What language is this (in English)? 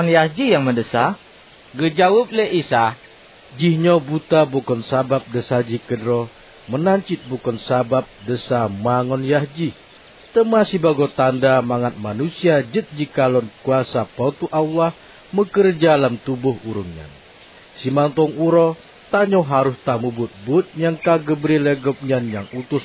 Achinese